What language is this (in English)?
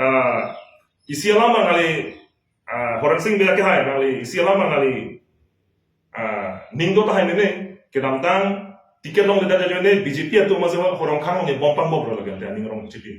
Karbi